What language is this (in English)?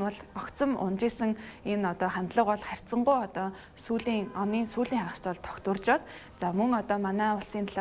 Mongolian